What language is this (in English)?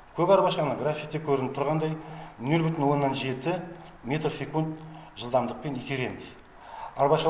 Kazakh